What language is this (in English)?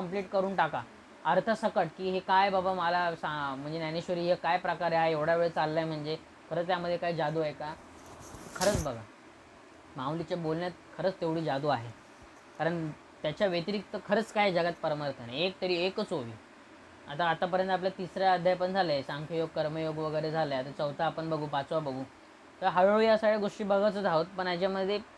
Marathi